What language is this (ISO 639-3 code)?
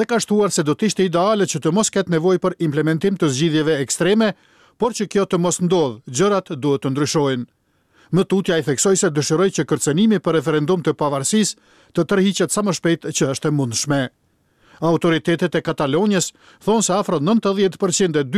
sqi